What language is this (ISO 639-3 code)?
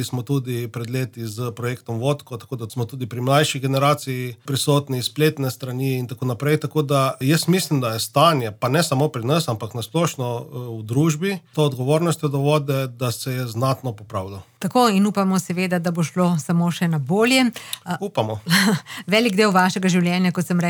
slv